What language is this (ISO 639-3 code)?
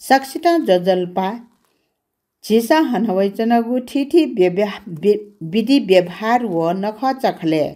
new